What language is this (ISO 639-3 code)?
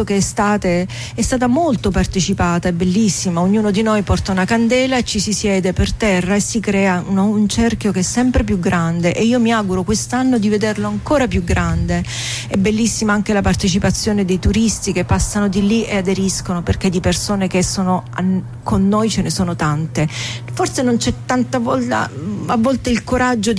ita